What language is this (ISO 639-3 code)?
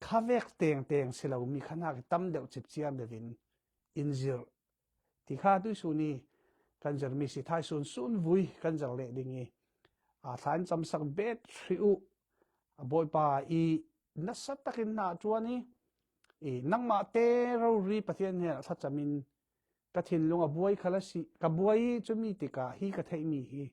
cfm